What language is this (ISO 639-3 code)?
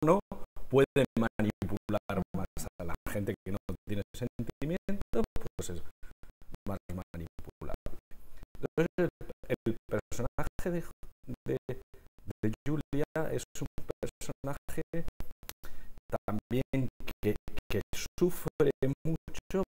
spa